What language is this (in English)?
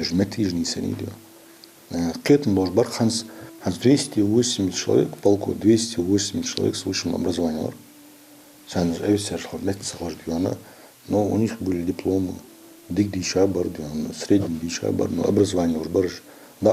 Ingush